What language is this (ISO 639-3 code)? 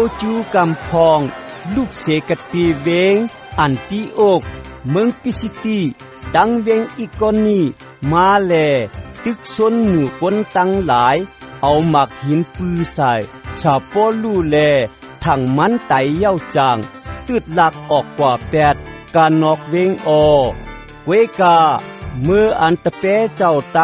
shn